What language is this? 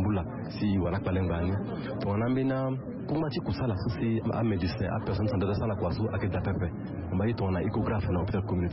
Sango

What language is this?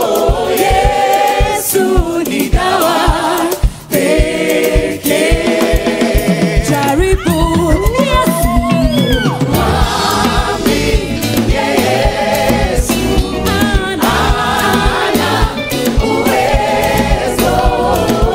Swahili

